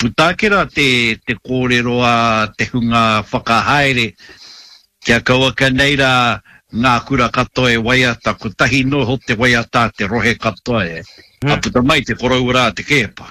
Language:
Māori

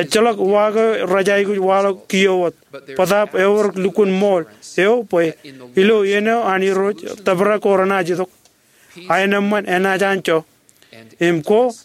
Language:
Marshallese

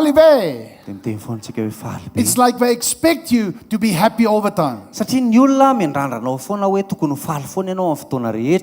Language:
Malagasy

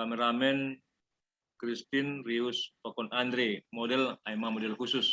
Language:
Batak Simalungun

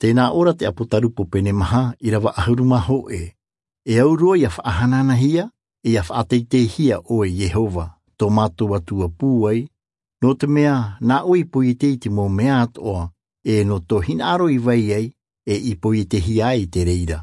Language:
Tahitian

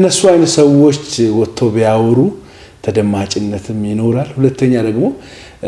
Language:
Amharic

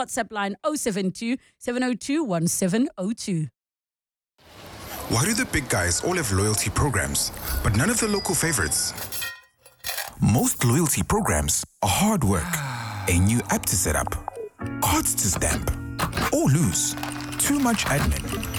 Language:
English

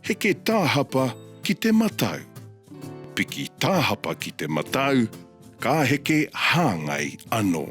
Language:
Māori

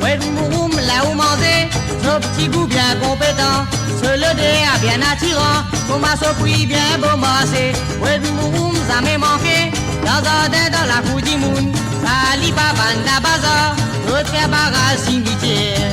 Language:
Morisyen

